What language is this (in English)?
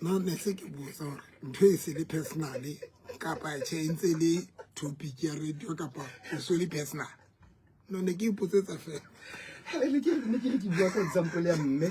Southern Sotho